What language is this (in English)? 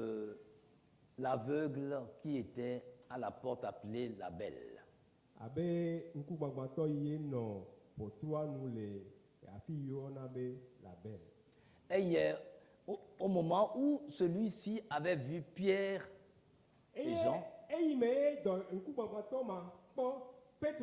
Ewe